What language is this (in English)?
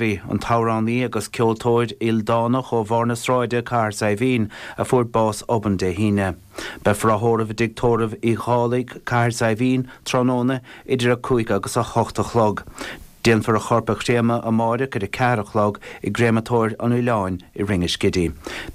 Irish